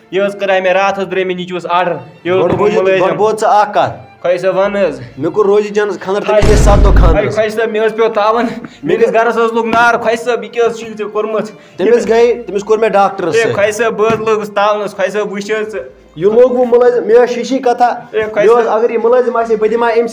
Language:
Kashmiri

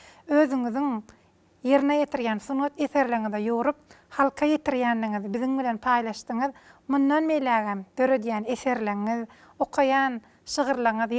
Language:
Turkmen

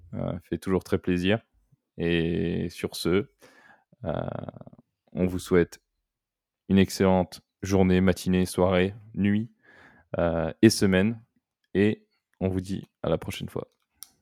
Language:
French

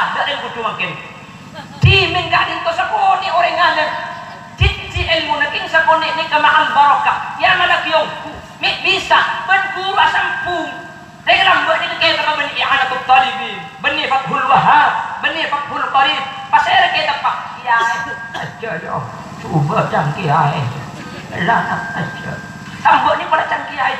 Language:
Madurese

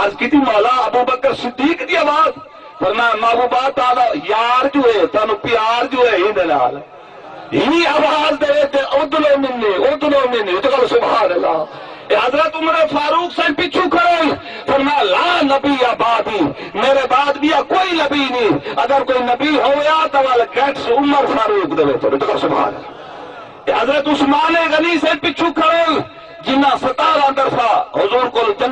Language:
Saraiki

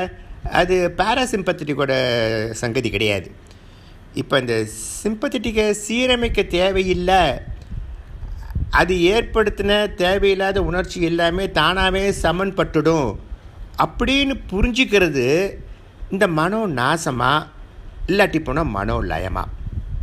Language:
Tamil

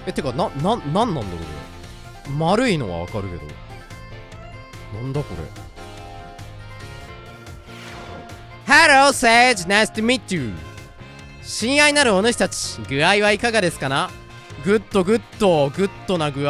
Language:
Japanese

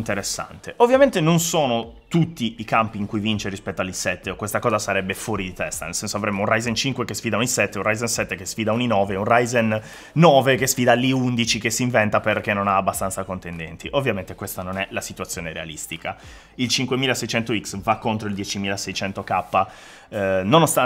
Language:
Italian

